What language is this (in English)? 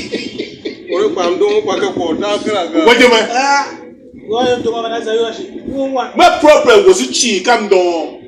Tiv